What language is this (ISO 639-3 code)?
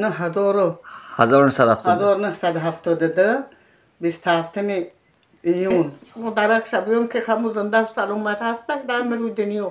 tgk